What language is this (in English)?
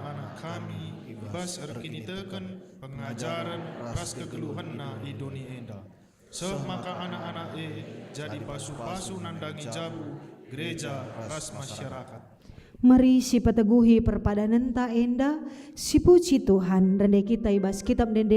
Batak Karo